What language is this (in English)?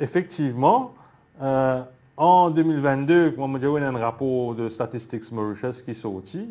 Morisyen